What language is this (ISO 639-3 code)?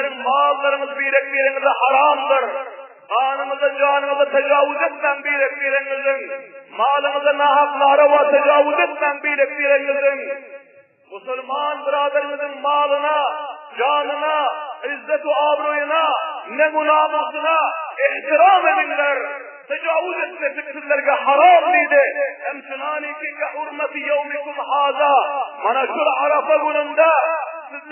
tuk